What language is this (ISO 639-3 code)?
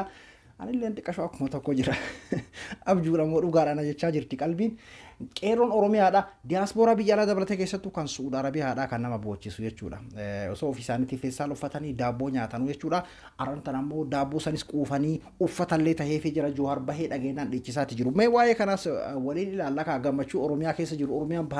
orm